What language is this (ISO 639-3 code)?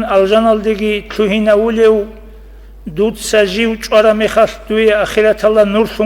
ava